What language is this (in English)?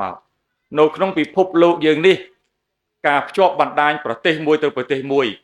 Khmer